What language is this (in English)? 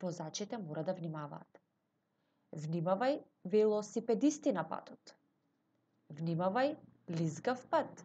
Macedonian